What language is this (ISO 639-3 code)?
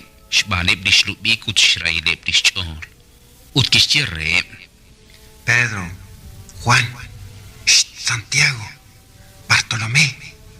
kek